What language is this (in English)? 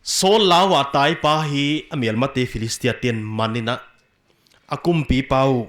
Paite Chin